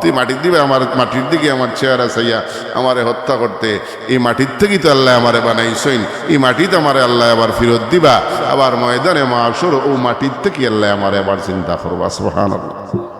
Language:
Sylheti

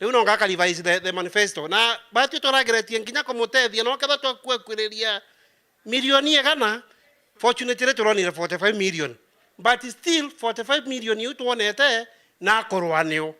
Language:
Meru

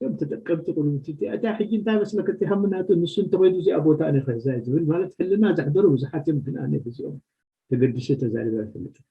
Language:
Tigrinya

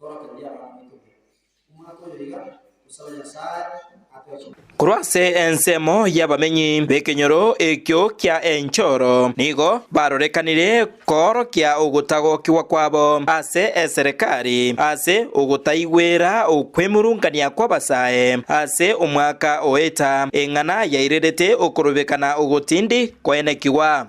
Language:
Gusii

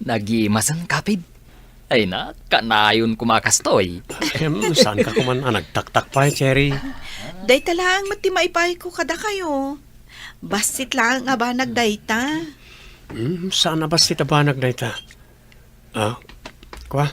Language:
Iloko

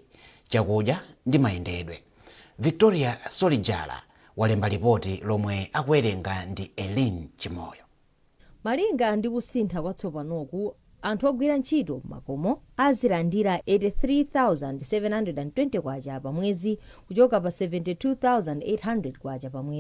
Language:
Nyanja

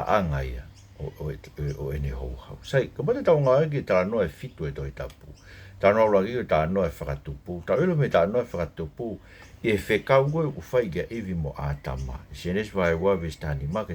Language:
Tongan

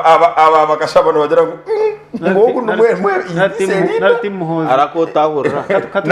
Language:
Nyankole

